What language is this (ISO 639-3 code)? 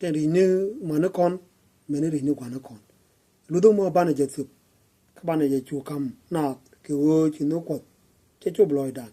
nus